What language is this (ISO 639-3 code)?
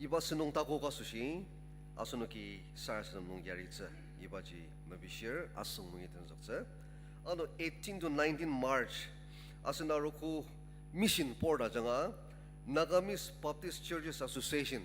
njo